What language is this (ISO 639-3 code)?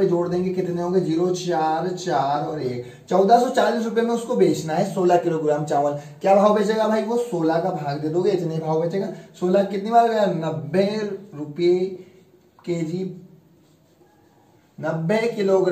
hin